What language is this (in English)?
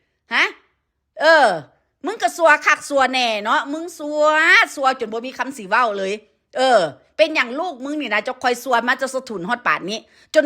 Northeastern Thai